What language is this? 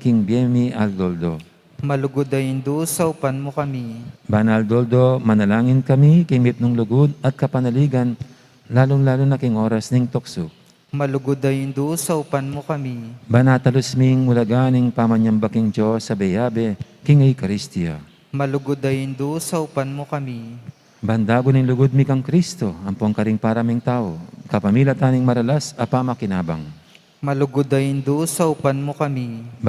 Pampanga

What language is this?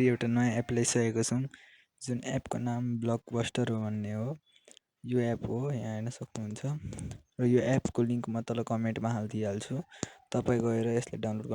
Nepali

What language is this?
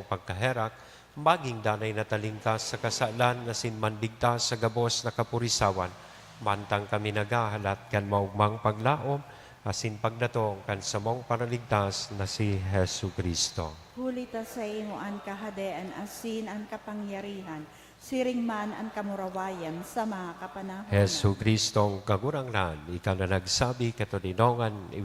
Bikol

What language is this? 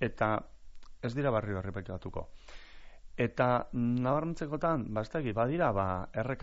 Basque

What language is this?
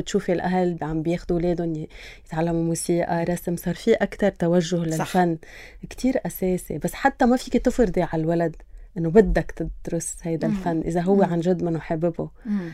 North Levantine Arabic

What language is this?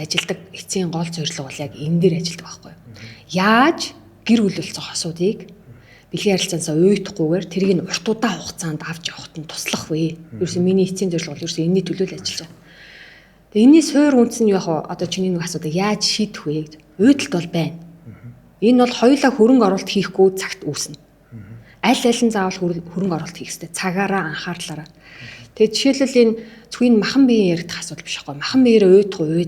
Mongolian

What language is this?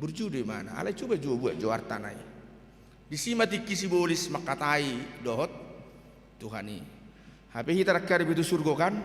Batak Toba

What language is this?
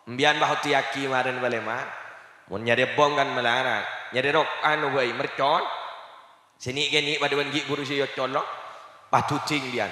Madurese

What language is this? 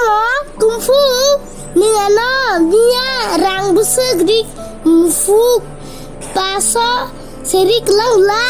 Kok Borok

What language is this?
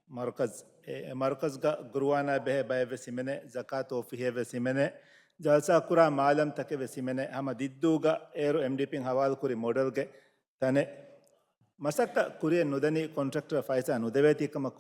Divehi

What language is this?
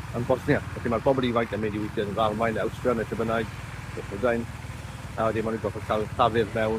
Welsh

